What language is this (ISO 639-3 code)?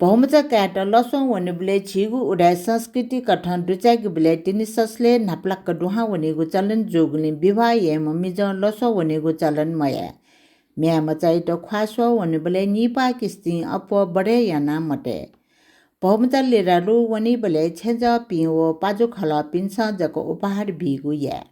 new